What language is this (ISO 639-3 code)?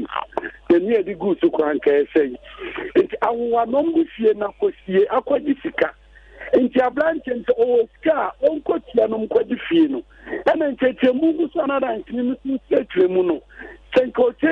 aka